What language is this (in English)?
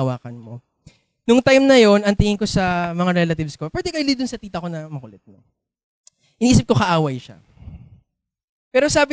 Filipino